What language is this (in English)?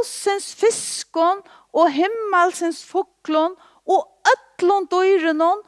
Faroese